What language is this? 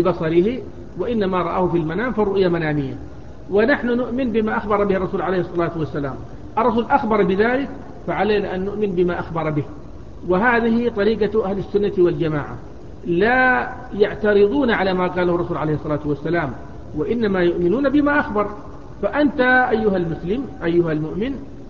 Arabic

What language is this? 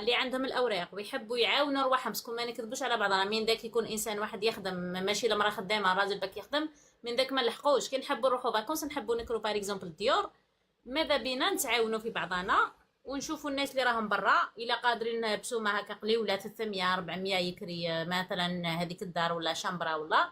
Algerian Arabic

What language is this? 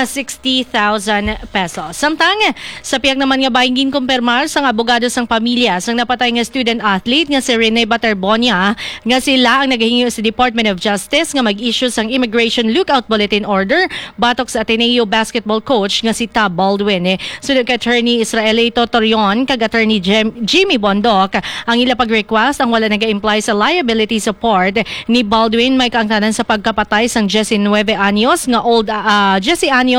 Hiligaynon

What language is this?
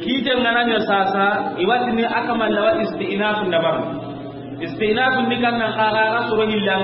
Soninke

